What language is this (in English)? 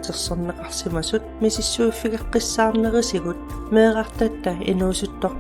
Kalaallisut